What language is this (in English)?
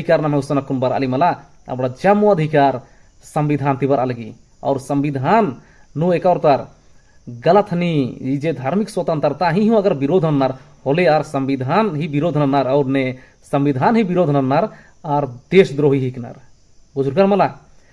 Kurukh